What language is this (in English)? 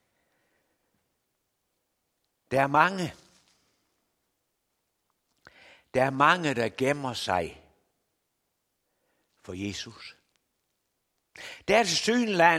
Danish